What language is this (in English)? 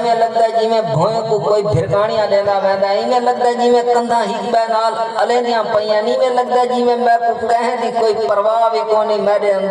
Saraiki